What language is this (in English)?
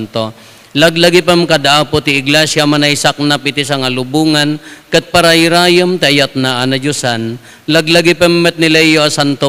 Iloko